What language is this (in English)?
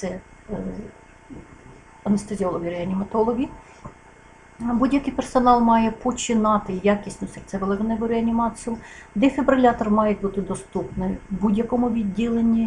Ukrainian